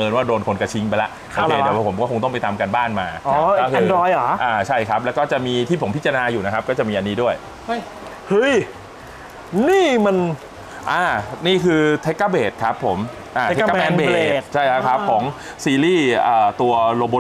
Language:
Thai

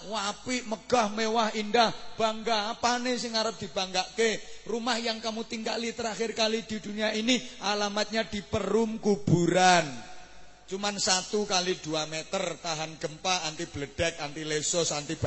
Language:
Javanese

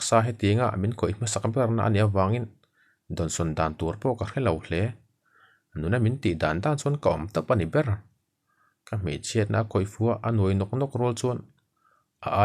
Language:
Mizo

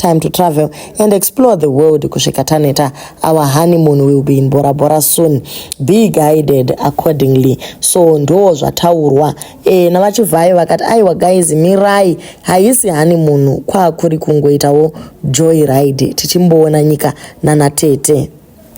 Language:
Shona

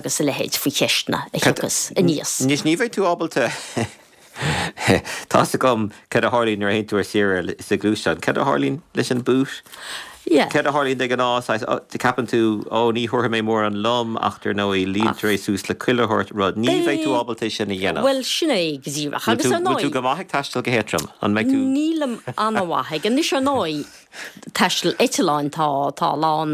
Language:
Irish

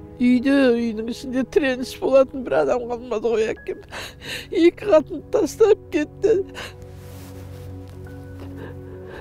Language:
Kazakh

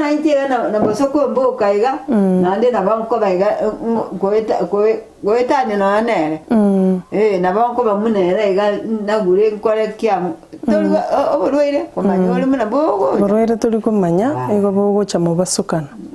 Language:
Gusii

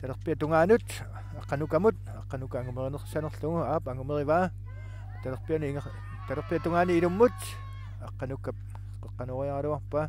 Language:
Kalaallisut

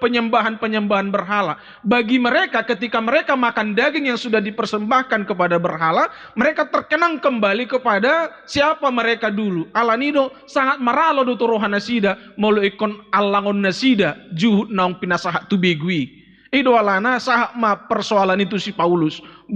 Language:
Batak Toba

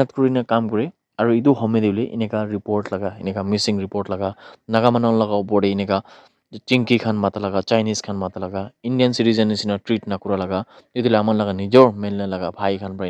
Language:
Naga Pidgin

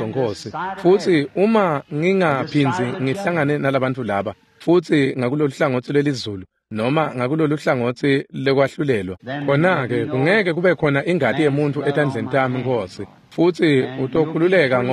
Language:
Swati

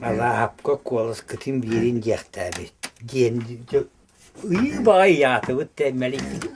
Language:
Yakut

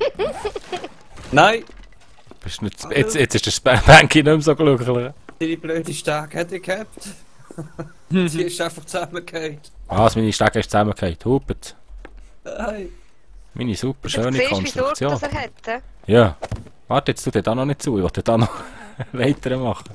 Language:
Swiss German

